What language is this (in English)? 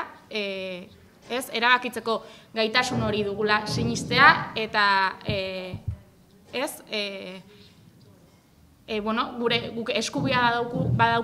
Basque